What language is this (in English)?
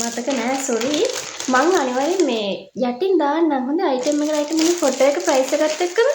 Sinhala